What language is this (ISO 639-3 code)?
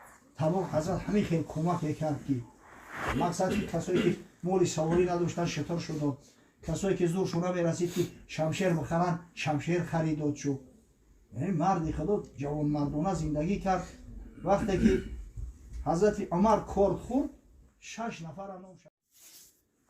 tgk